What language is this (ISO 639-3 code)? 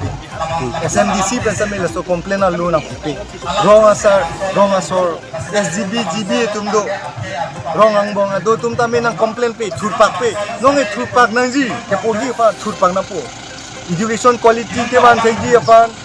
mjw